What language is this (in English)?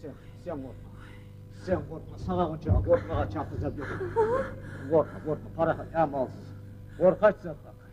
Kumyk